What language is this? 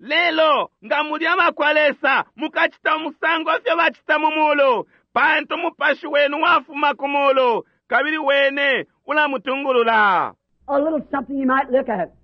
Bemba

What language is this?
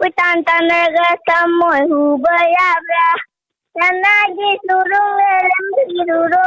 Manipuri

